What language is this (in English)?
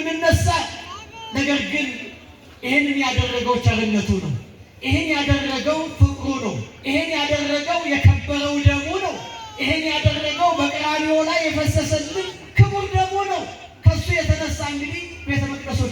Amharic